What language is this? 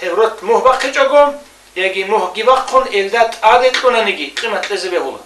Avaric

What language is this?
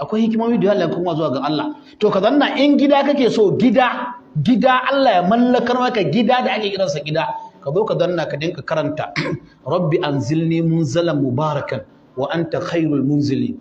Hausa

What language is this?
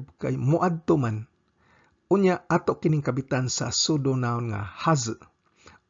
Cebuano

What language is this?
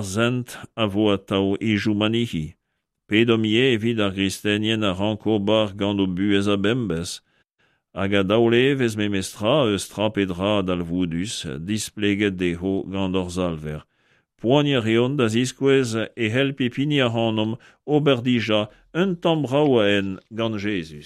Breton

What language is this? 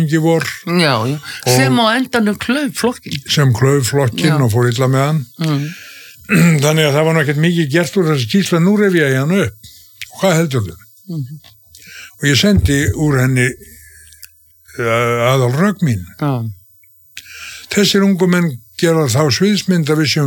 Icelandic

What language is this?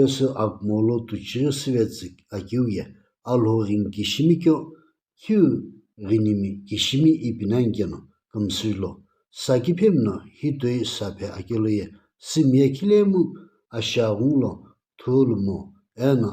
Sumi Naga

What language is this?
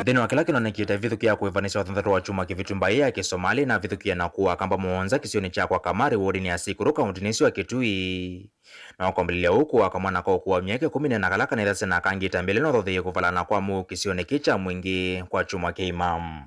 Kamba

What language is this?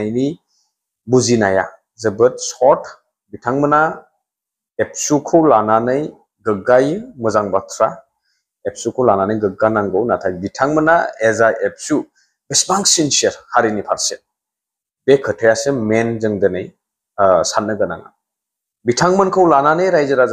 Bodo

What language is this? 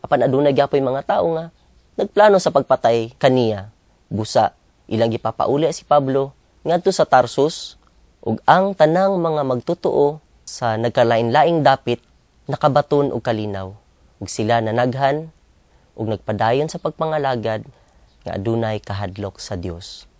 Cebuano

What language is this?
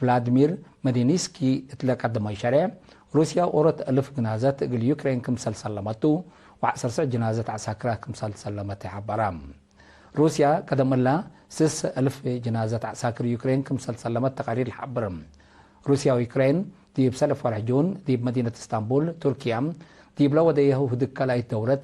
Tigre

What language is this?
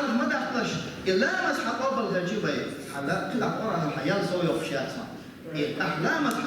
Chechen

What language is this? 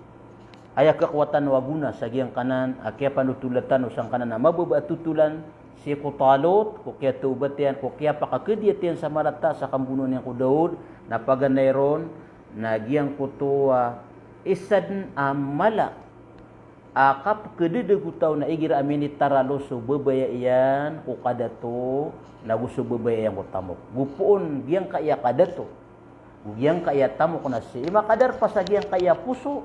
Maranao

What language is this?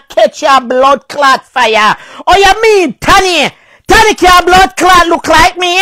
Jamaican Creole English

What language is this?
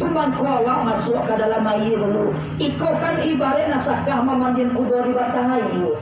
Minangkabau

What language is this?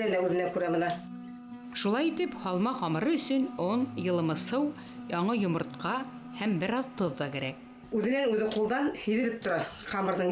Bashkir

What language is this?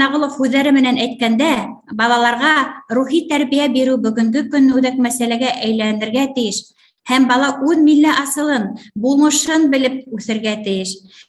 Bashkir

